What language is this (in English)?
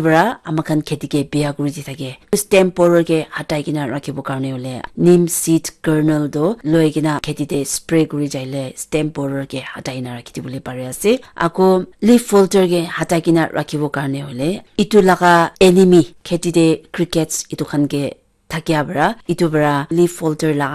Naga Pidgin